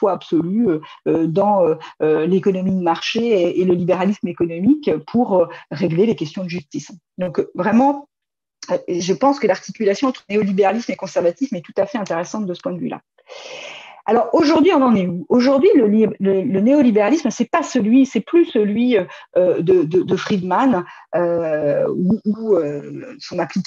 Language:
French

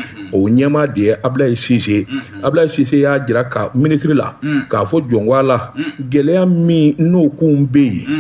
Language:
Bambara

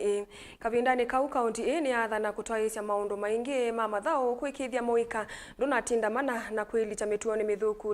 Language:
Kamba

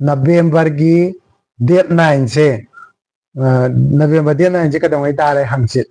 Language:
Manipuri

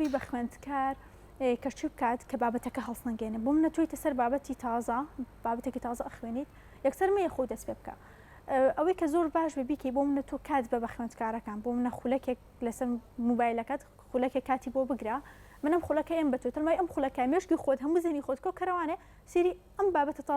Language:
Central Kurdish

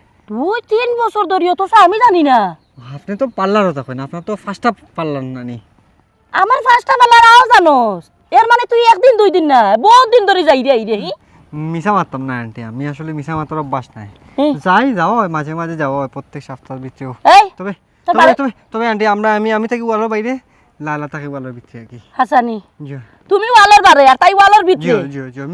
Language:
Sylheti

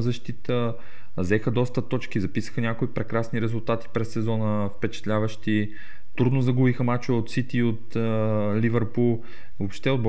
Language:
Bulgarian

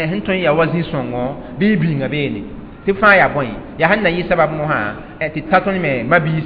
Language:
Mossi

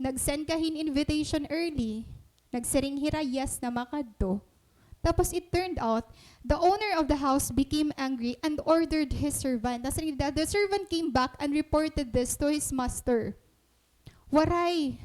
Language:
Waray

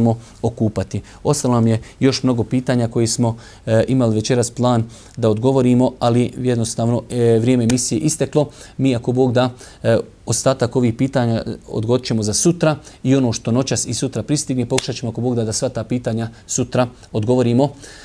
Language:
Bosnian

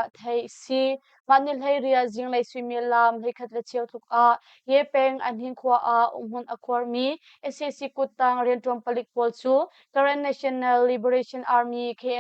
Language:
Hakha Chin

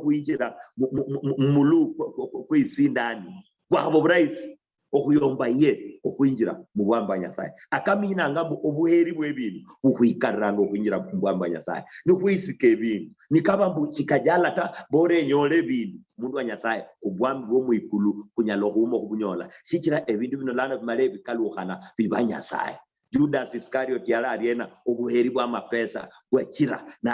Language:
Luyia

